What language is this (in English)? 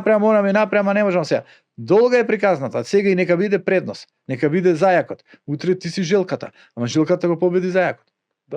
Macedonian